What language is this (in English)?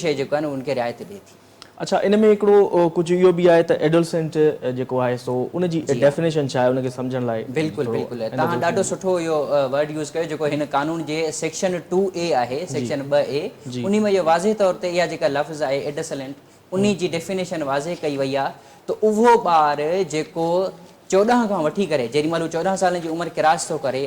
Sindhi